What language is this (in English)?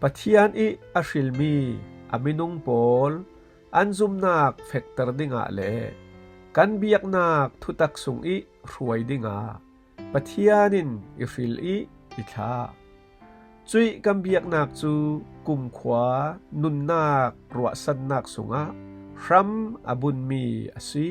Falam Chin